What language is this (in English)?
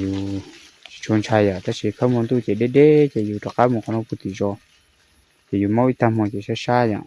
Hmong